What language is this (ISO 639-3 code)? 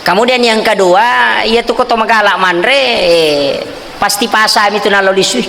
bug